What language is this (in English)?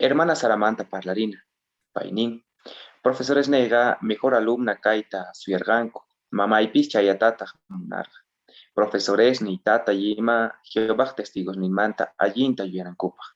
South Bolivian Quechua